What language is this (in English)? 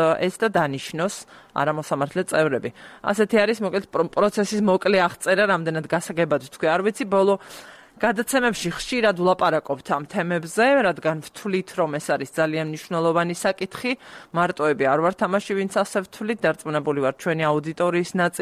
Georgian